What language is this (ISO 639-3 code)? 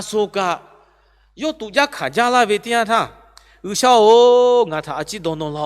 lhu